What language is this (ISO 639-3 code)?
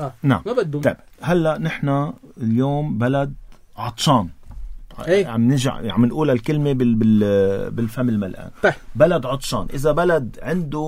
apc